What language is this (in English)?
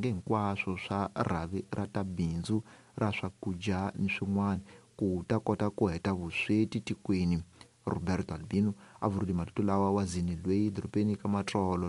Tsonga